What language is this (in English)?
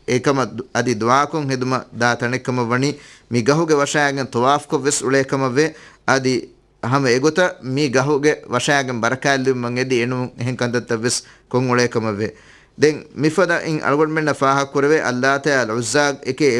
Divehi